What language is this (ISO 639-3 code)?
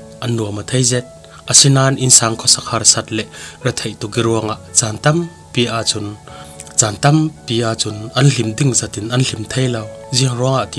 cfm